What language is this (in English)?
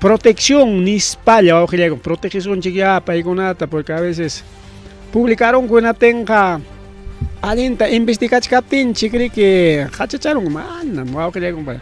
Ayacucho Quechua